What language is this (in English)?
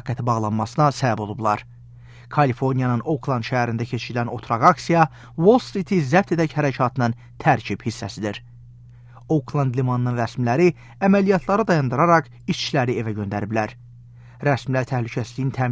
Azerbaijani